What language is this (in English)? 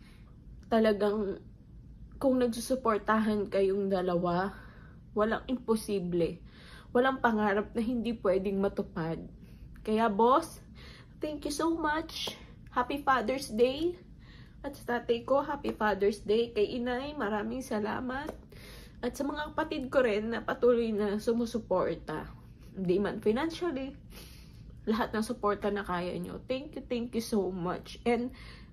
Filipino